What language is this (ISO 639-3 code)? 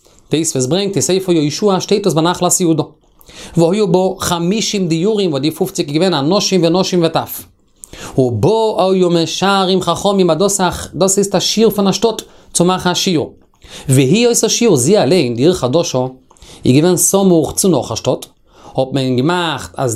yid